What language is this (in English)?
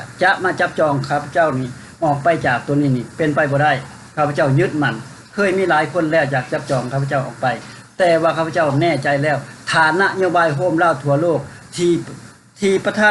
Lao